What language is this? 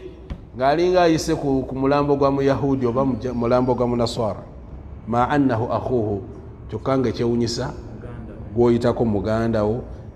Ganda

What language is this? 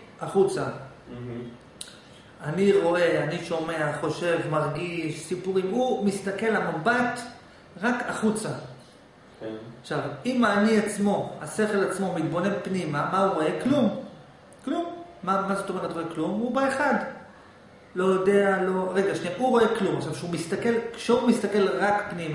Hebrew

